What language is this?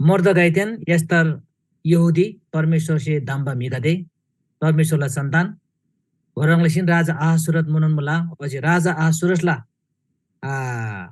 Eastern Tamang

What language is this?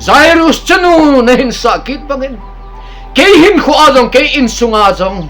Thado Chin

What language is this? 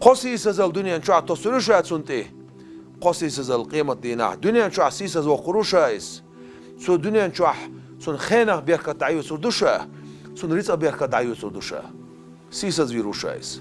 Chechen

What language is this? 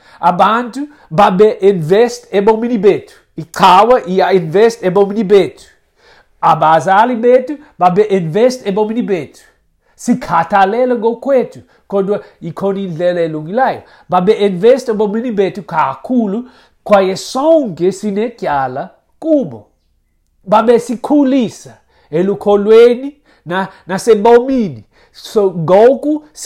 Xhosa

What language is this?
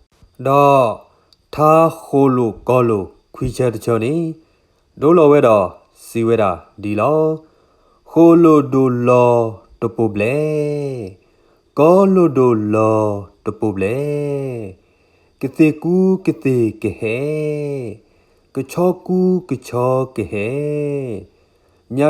S'gaw Karen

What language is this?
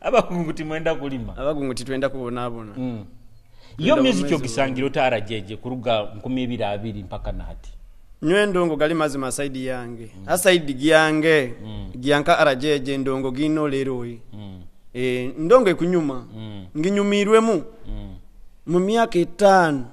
Nyoro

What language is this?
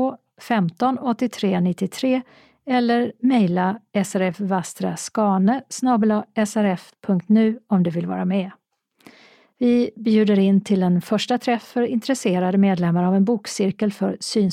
Swedish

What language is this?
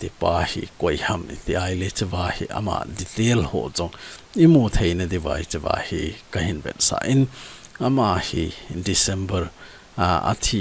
Thado Chin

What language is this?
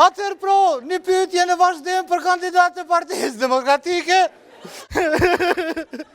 Albanian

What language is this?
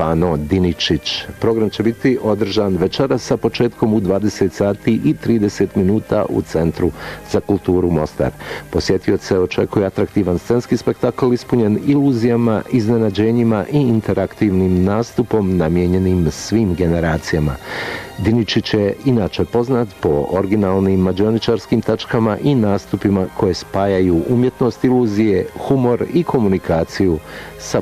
Bosnian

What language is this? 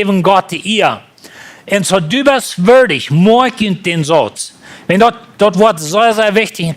Plautdietsch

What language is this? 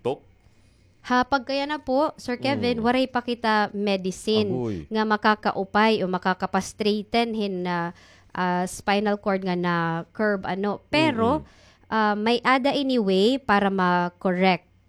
Waray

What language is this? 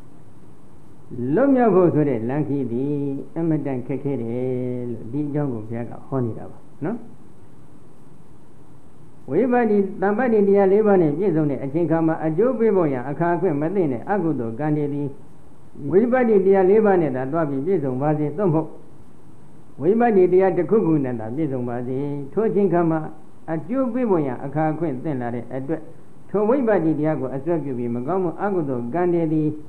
Burmese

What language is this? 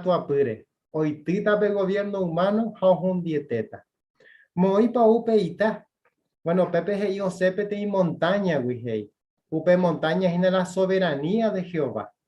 Guarani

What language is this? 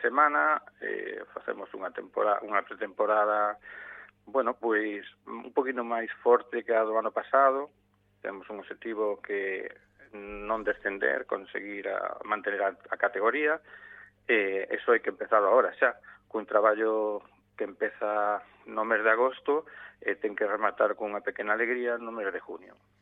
Galician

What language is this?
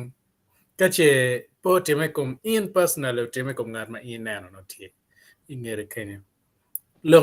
Acoli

